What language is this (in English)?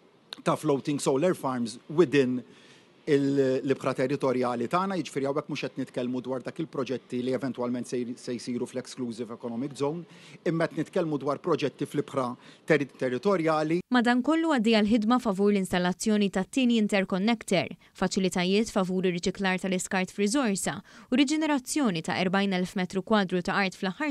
Maltese